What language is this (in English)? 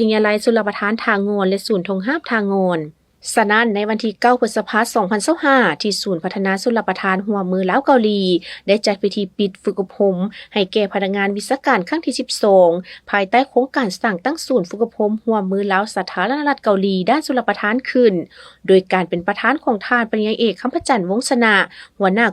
Lao